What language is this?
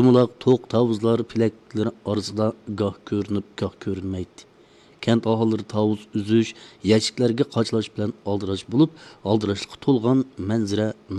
Uyghur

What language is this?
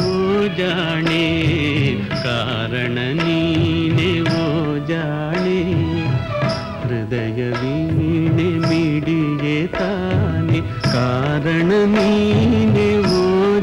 Kannada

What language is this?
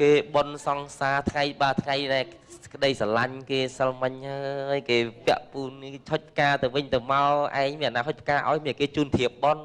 Khmer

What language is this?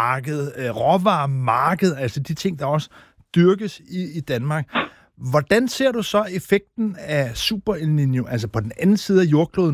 Danish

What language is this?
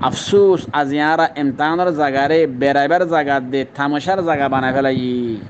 Rohingya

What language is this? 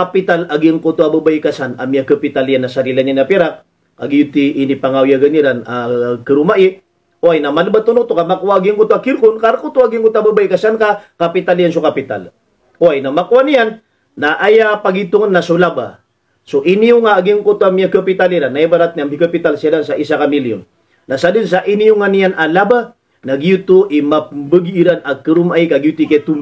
Maranao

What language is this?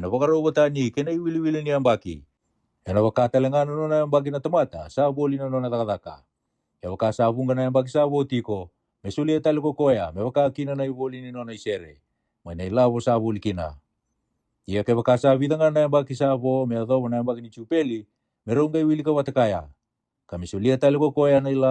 Fijian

